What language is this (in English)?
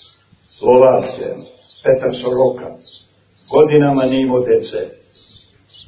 Serbian